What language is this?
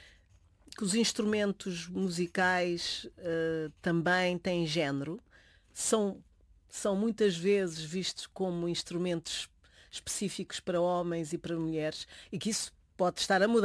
Portuguese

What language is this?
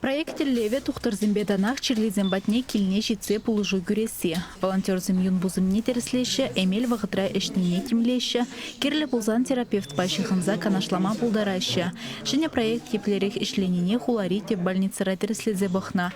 Chuvash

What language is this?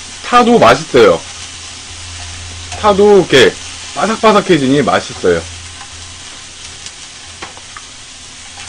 Korean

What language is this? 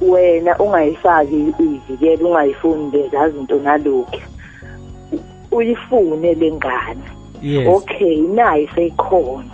Zulu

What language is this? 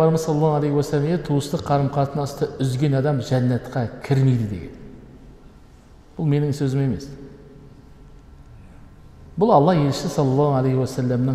Kazakh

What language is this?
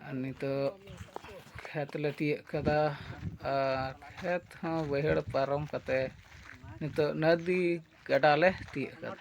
Santali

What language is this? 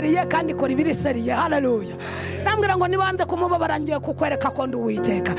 Kinyarwanda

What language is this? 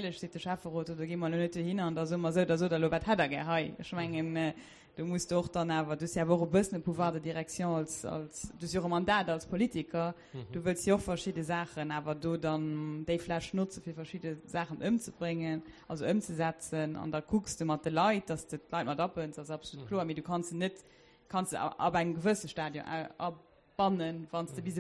Luxembourgish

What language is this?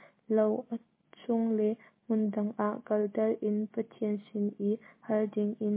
Hakha Chin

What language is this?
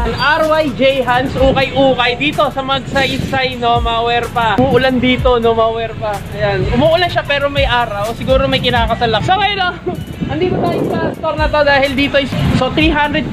Filipino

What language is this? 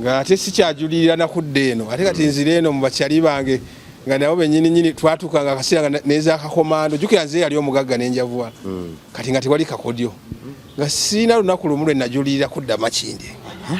Ganda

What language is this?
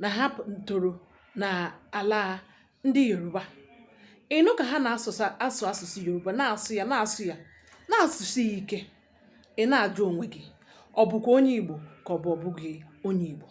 Igbo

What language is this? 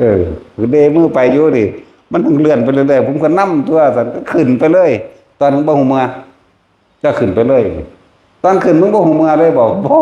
Northeastern Thai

